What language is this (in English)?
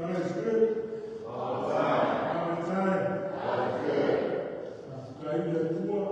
Samoan